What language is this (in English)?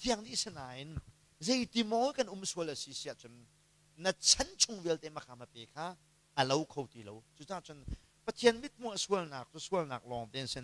Hakha Chin